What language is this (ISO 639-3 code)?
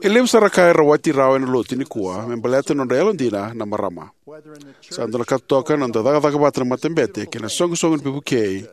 fij